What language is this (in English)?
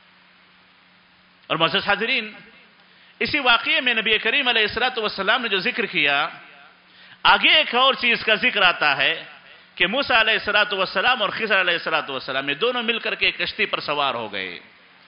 Urdu